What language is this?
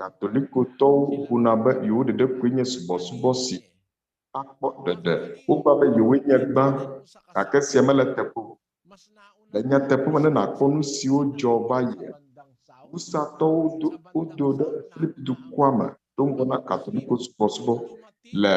Ewe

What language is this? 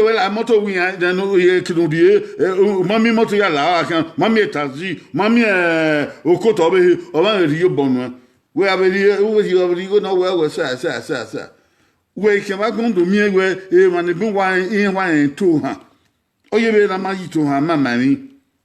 Bini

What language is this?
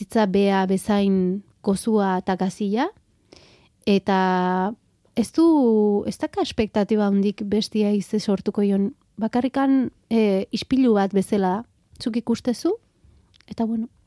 Basque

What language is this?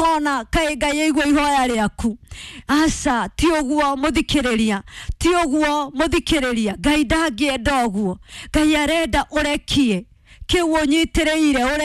Kikuyu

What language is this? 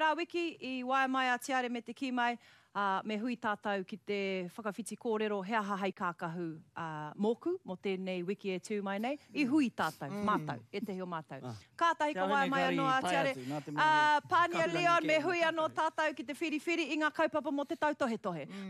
Māori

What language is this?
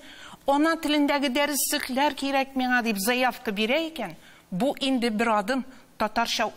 Tatar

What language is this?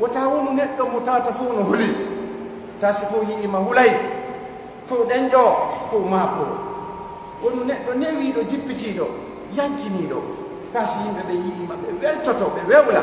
Pular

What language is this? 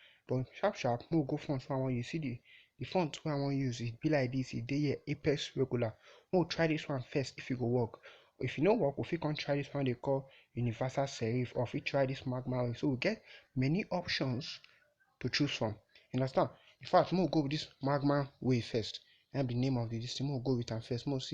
Nigerian Pidgin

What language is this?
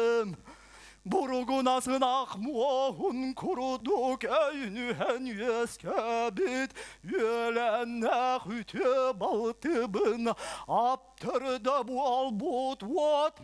Yakut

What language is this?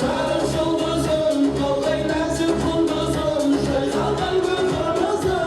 Kara-Kalpak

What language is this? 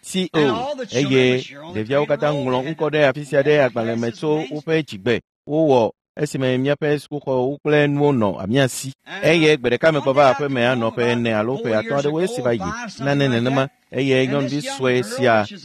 Ewe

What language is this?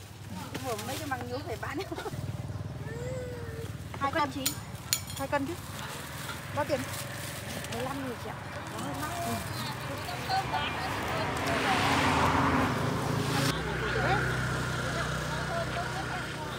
Vietnamese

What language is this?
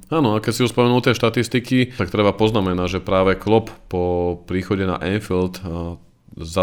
Slovak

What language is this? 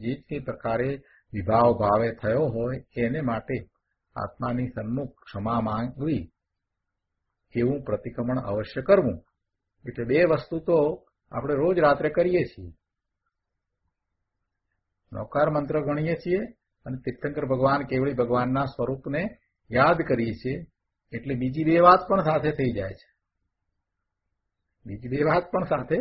Gujarati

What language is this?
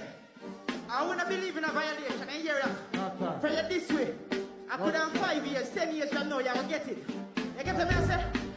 Jamaican Creole English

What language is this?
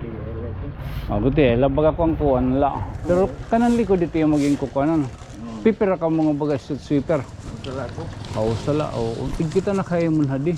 Waray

